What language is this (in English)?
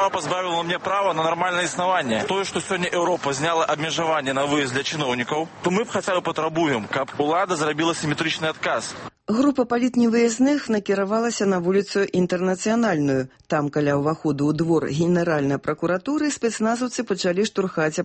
Belarusian